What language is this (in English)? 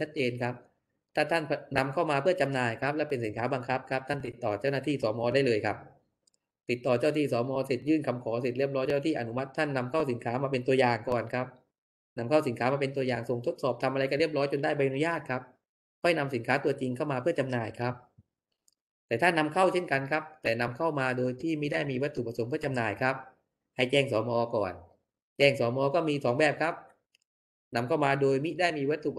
Thai